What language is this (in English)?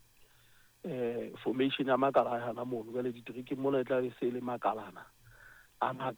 Southern Sotho